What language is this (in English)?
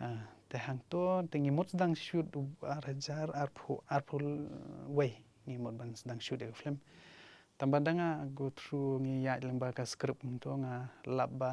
Khasi